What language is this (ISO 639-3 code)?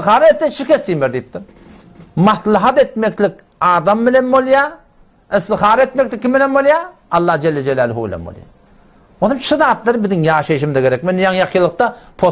tuk